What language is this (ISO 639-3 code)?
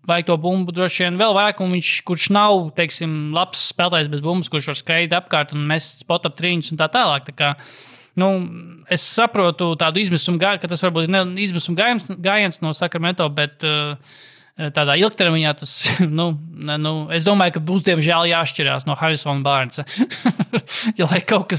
lav